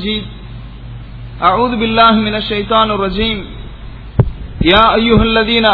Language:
Tamil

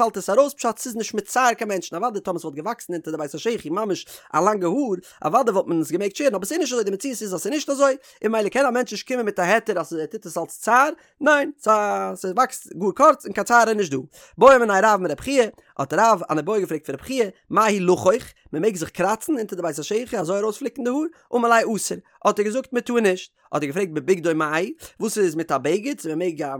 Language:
Yiddish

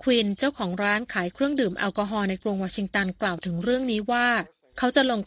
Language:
Thai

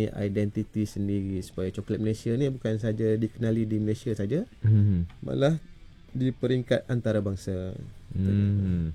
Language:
Malay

